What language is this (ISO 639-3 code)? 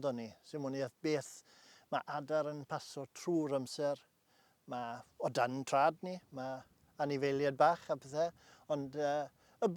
cym